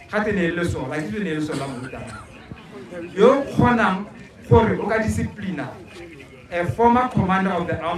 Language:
Tswana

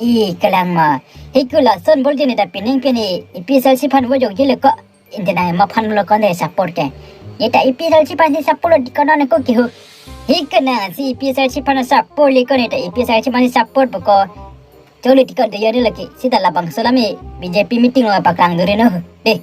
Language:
Karbi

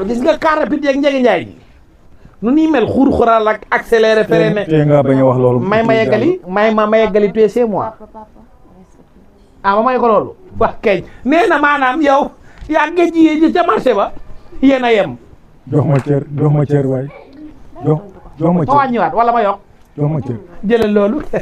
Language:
Wolof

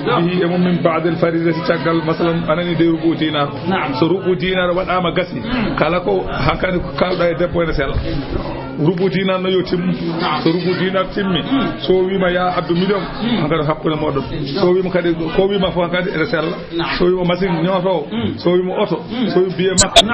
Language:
Fula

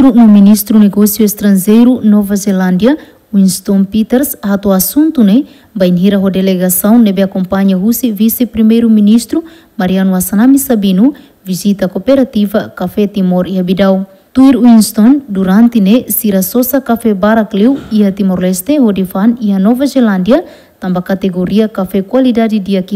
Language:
Tetum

